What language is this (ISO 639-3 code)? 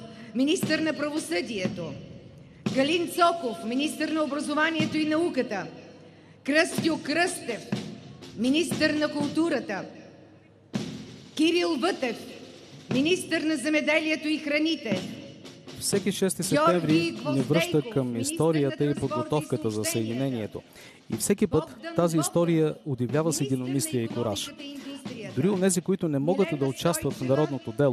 bul